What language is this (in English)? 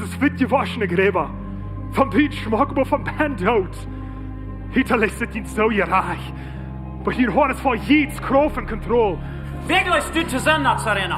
Plautdietsch